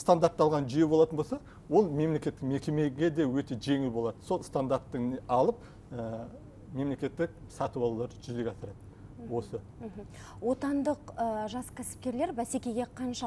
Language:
Kazakh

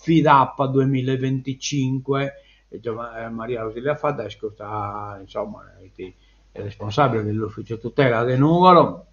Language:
Sardinian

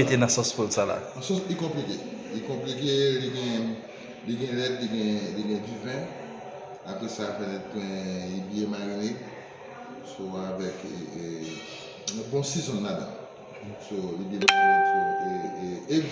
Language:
Haitian Creole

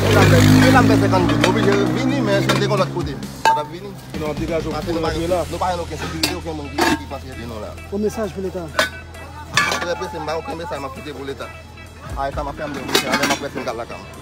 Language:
Haitian Creole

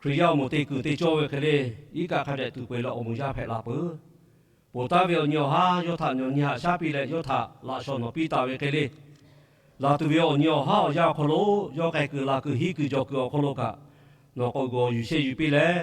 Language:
Lahu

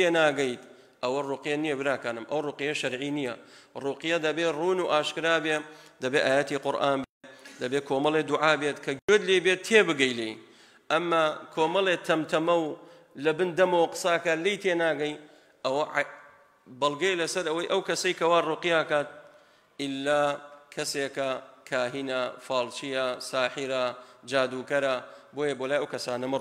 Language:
Central Kurdish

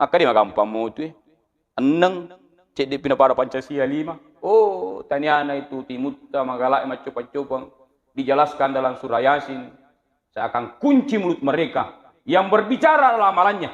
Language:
Buginese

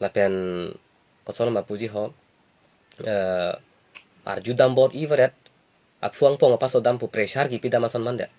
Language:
Karbi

